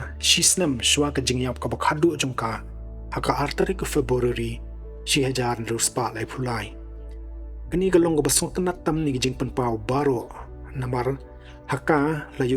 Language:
Khasi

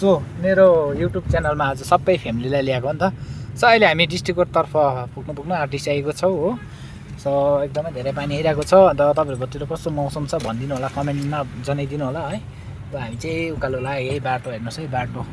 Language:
Nepali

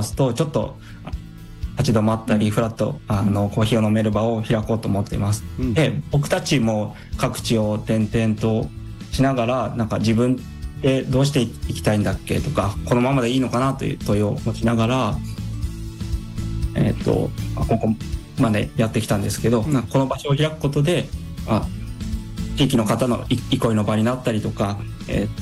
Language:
Japanese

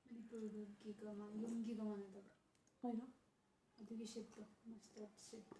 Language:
Manipuri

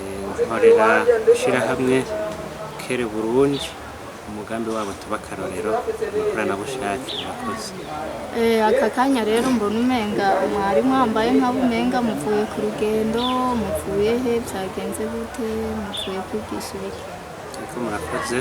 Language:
Rundi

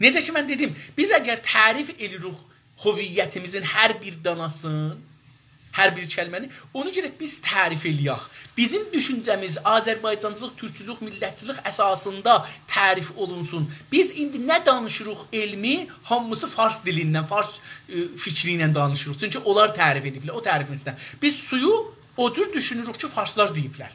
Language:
South Azerbaijani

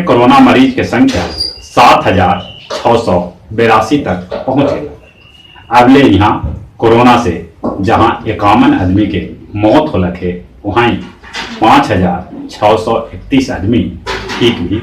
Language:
Magahi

